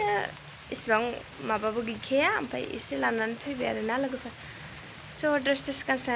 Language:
Bodo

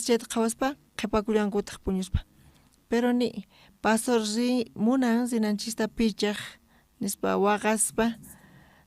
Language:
South Bolivian Quechua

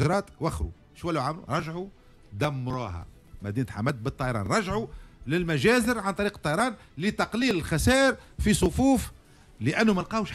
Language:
Tunisian Arabic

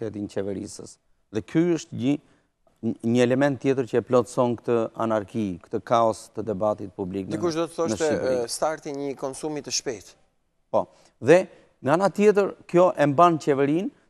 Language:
Albanian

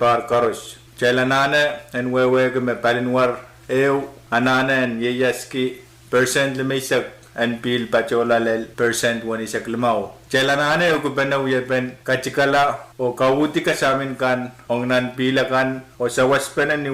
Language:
Pohnpeian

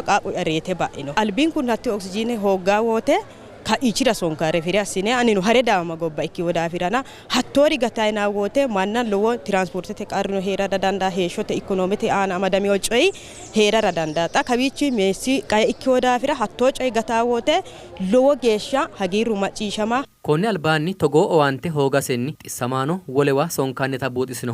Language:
Sidamo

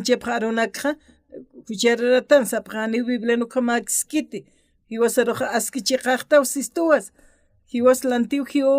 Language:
Aymara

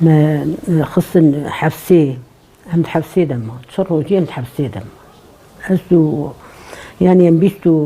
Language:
Kurdish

